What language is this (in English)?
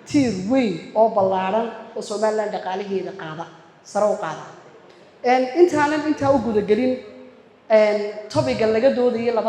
Somali